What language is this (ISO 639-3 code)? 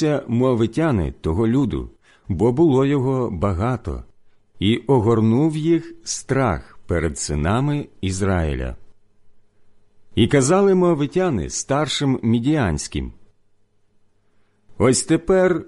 ukr